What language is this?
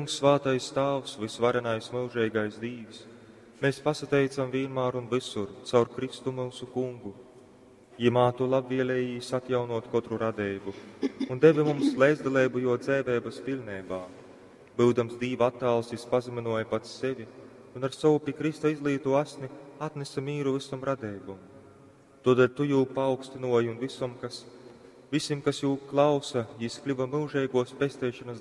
Latgalian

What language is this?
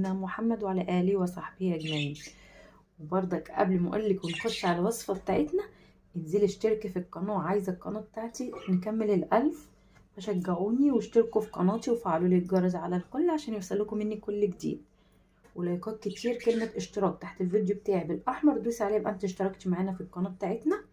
Egyptian Arabic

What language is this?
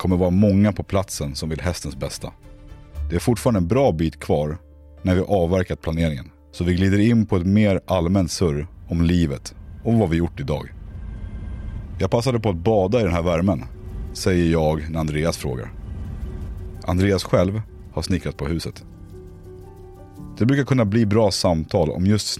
Swedish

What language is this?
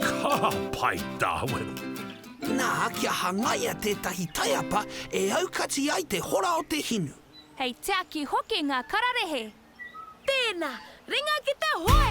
Māori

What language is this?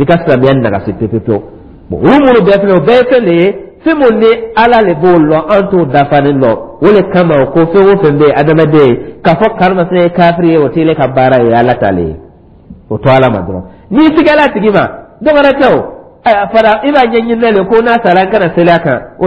Dyula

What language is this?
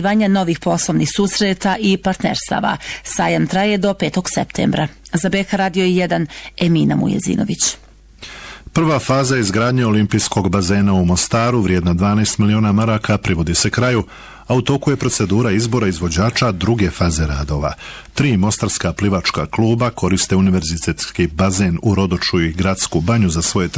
Bosnian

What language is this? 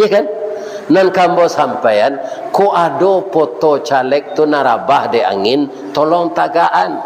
Minangkabau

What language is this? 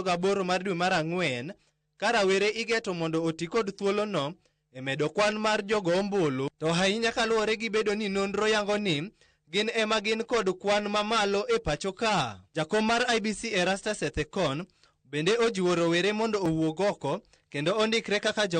Luo (Kenya and Tanzania)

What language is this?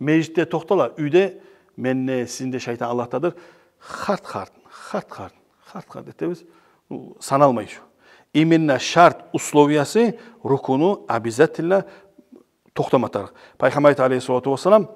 Kumyk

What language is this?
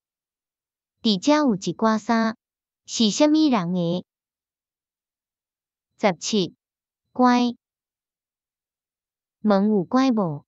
Min Nan Chinese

